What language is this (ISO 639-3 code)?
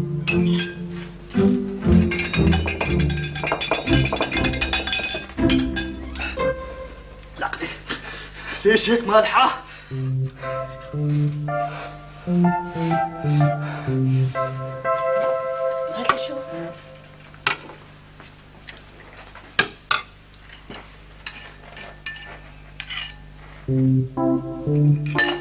apc